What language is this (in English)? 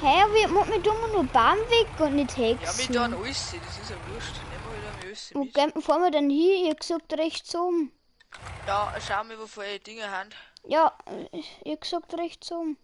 Bavarian